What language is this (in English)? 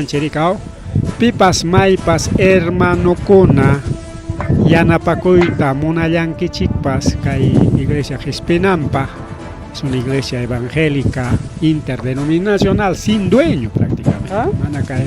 Ayacucho Quechua